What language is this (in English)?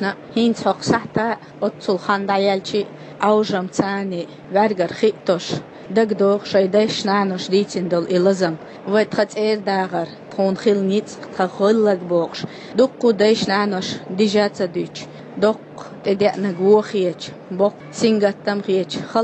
Chechen